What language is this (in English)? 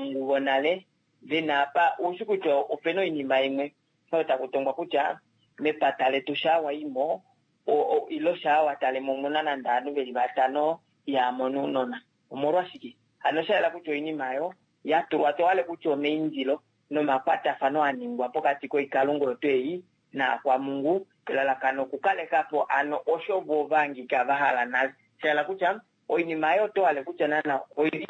Kuanyama